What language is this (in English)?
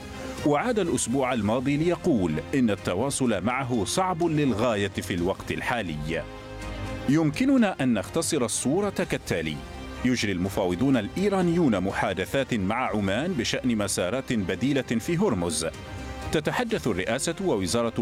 Arabic